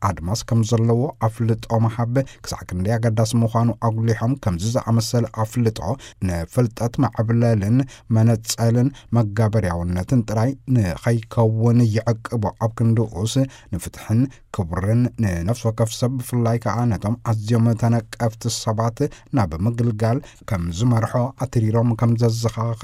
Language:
Tigrinya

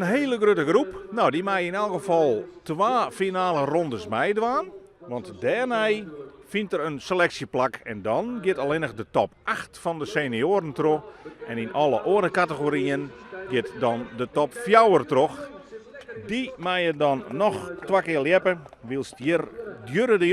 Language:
Western Frisian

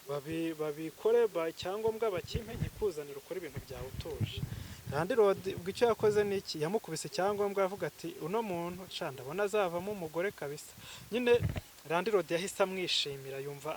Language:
Kinyarwanda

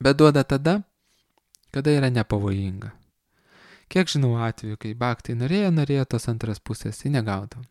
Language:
Lithuanian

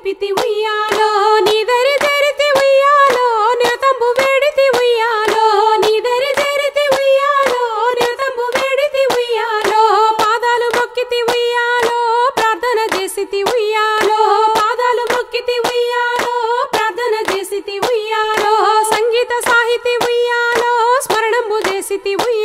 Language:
Telugu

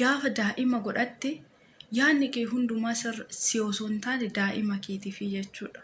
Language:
Oromo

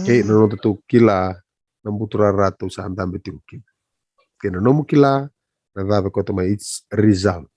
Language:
Fijian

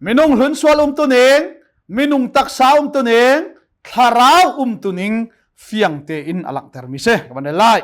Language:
Hakha Chin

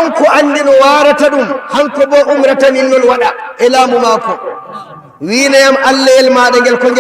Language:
Fula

